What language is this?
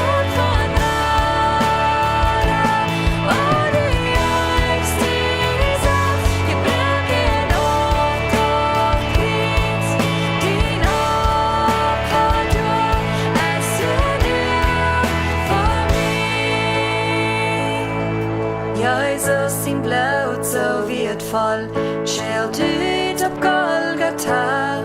Plautdietsch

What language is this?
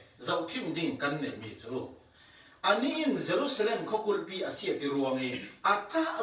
Falam Chin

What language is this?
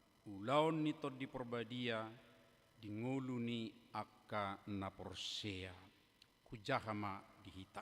Batak Toba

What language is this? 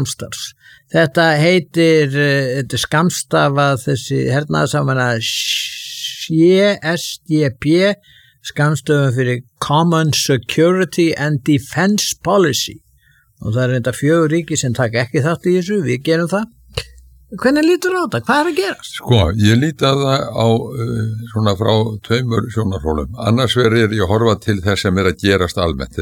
Icelandic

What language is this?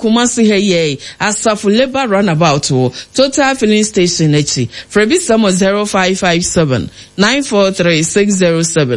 Akan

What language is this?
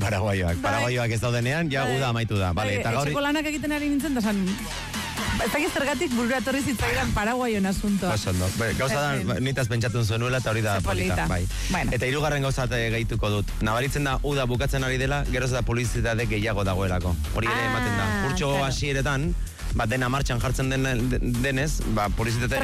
Basque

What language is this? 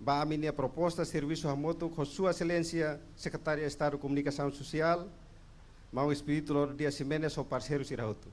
Tetum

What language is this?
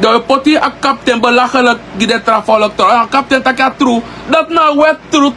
Sranan Tongo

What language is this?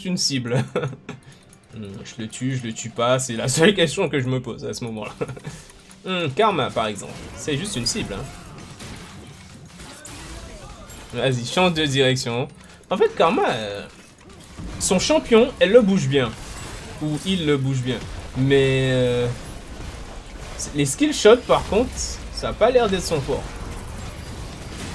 French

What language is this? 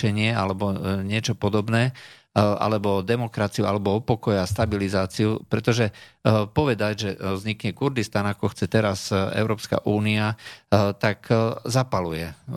Slovak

